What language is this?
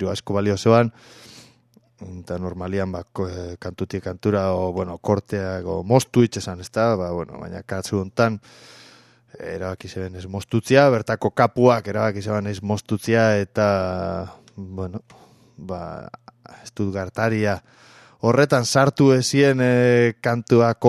Basque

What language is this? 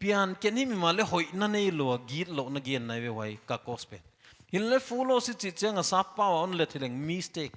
Paite Chin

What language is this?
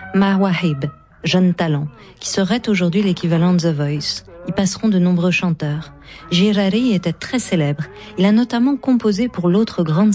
French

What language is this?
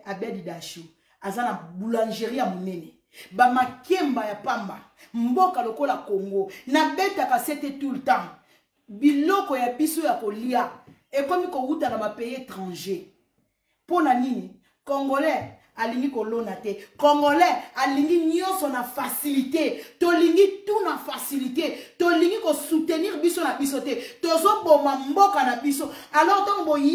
Lingala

